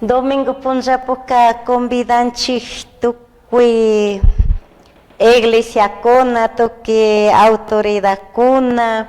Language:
Chimborazo Highland Quichua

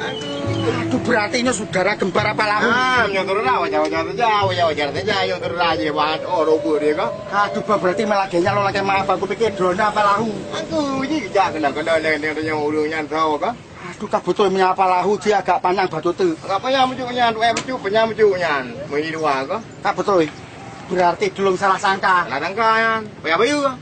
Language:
Achinese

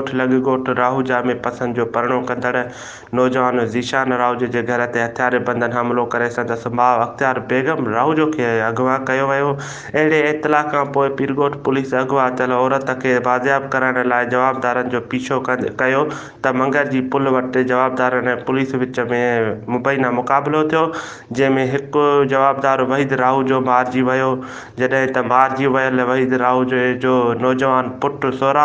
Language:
Sindhi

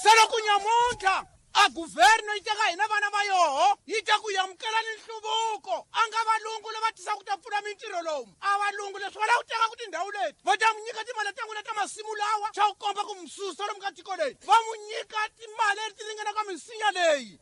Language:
Tsonga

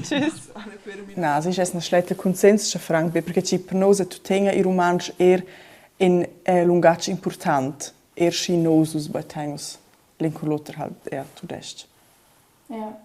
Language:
Romansh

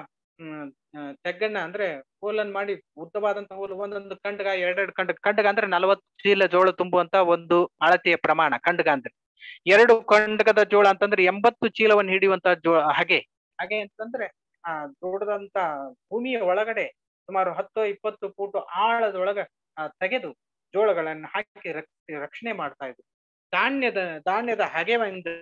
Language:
Kannada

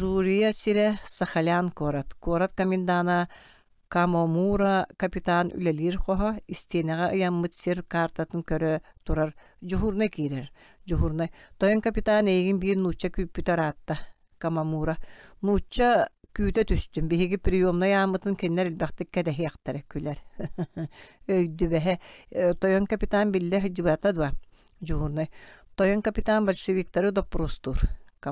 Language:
Yakut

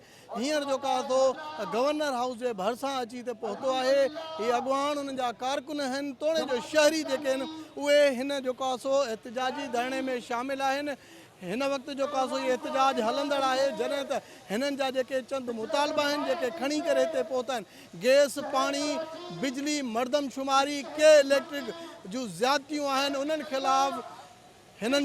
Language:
Sindhi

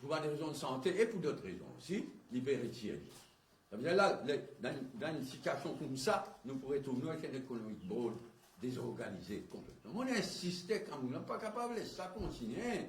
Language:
Morisyen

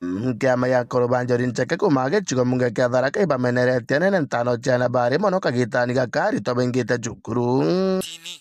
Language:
Meru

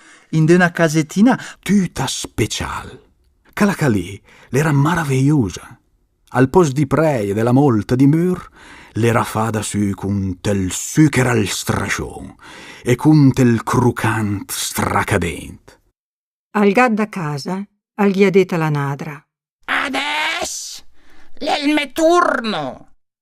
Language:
Lombard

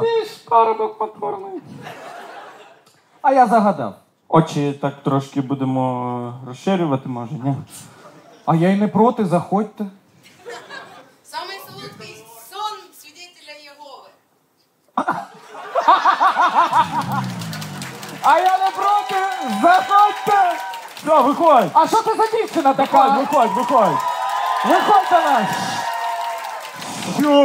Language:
Ukrainian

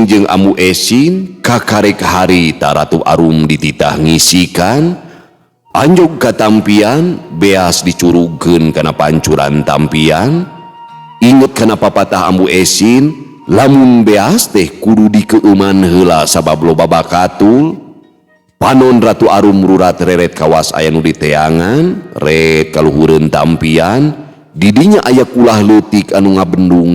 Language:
Sundanese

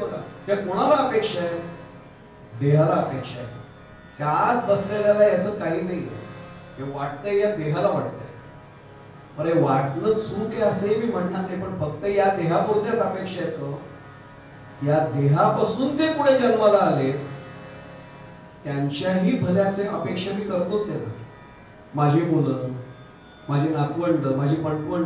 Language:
Marathi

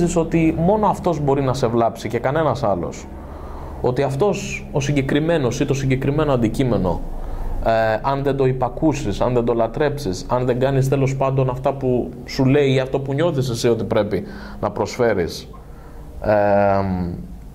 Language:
Greek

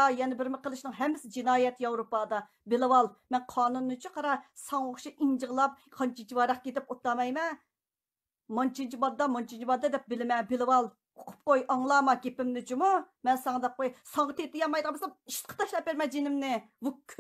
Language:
Uyghur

